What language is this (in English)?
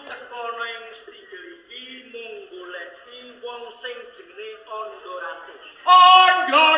Javanese